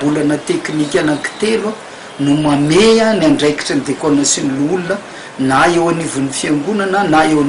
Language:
Malagasy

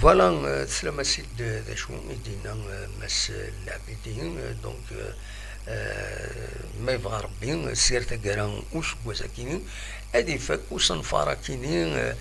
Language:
Kabyle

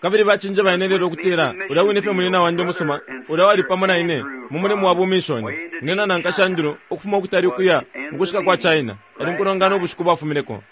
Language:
Bemba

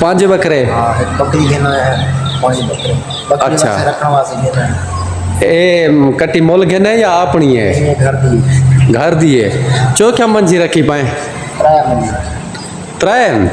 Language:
Saraiki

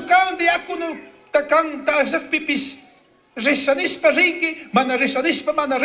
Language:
Chimborazo Highland Quichua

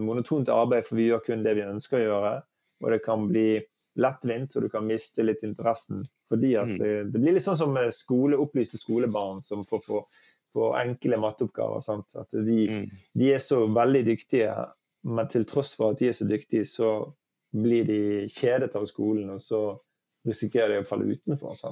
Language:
Norwegian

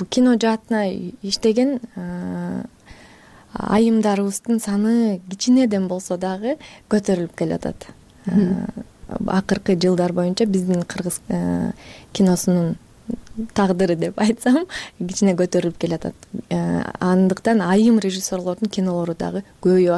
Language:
Kyrgyz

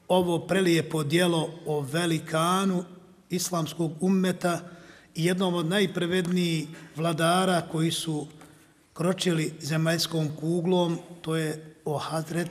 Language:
Bosnian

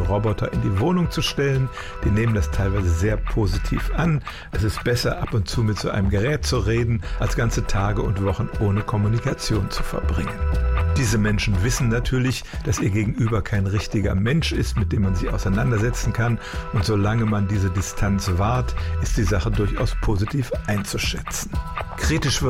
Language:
German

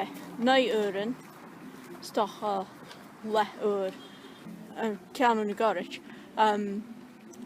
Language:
Scottish Gaelic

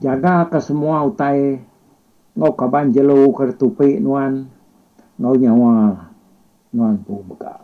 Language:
Iban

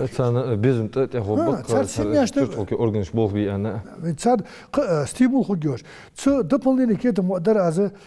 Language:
Ingush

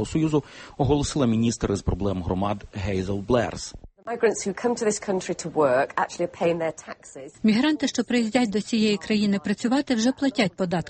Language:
Ukrainian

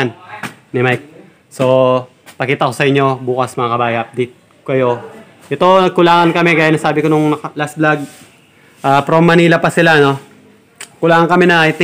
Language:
Filipino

